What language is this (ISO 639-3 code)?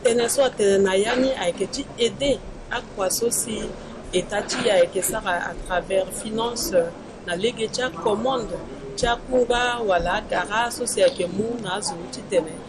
sag